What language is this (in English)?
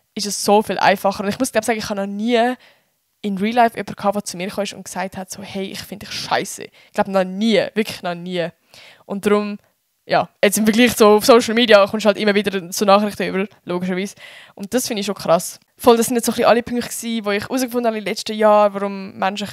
Swiss German